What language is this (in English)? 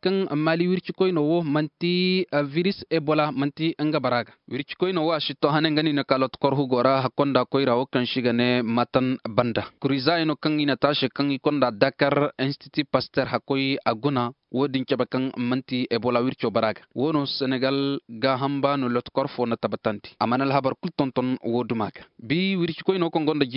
Zarma